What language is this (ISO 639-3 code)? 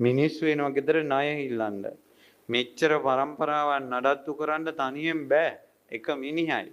sin